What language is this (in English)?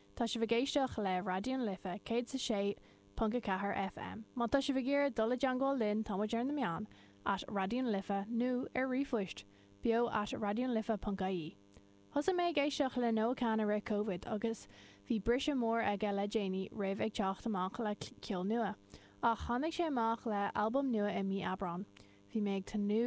Irish